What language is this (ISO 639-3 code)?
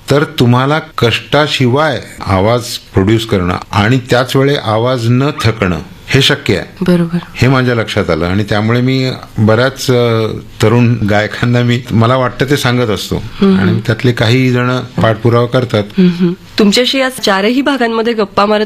mar